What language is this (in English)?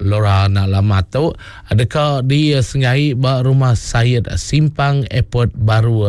Iban